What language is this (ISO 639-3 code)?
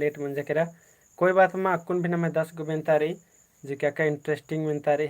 kru